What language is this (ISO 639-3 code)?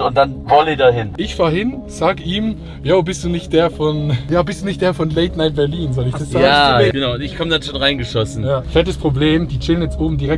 gsw